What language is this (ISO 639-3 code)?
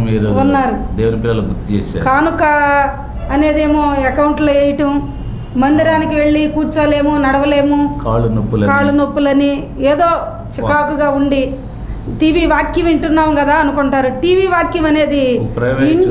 tel